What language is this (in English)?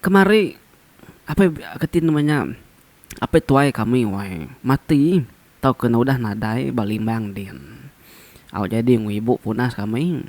Iban